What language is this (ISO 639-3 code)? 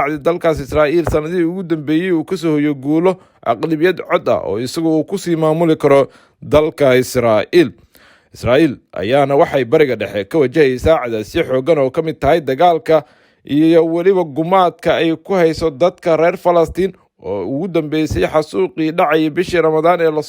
som